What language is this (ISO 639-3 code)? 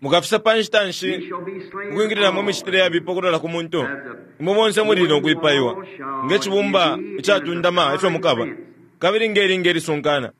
bem